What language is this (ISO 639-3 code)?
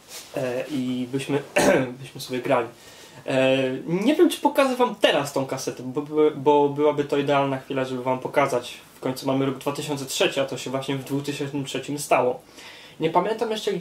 pol